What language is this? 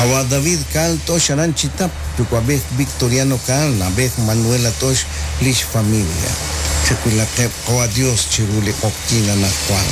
Kekchí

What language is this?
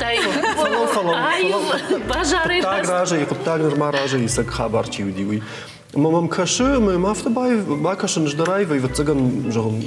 Ossetic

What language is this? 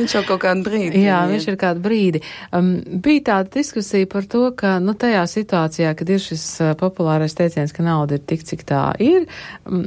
Latvian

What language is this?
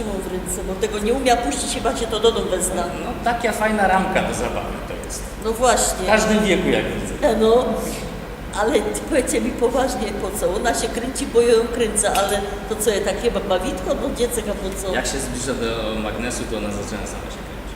Silesian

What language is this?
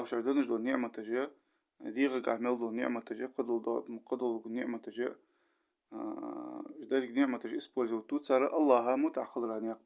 Ingush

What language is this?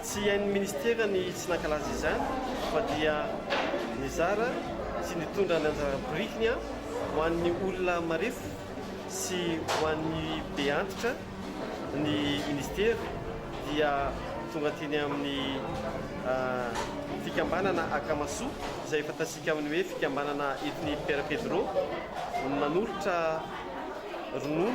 Malagasy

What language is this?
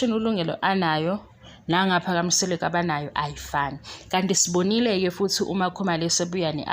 Zulu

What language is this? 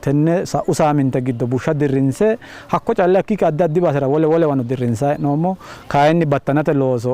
Sidamo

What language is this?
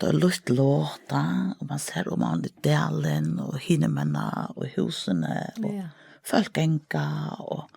Faroese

